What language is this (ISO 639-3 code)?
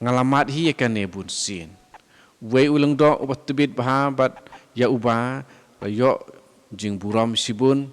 kha